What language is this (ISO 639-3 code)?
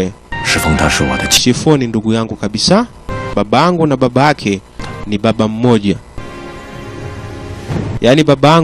swa